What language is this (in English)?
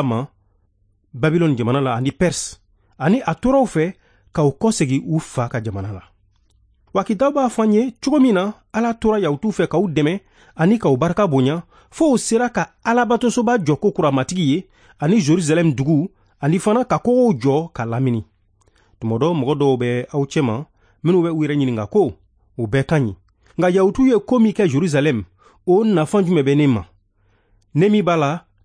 Bambara